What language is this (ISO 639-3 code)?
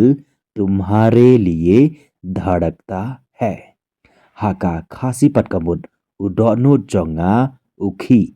kha